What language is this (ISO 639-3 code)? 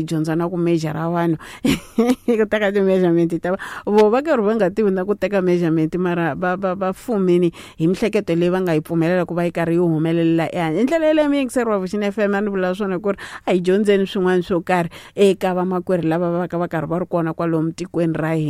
tso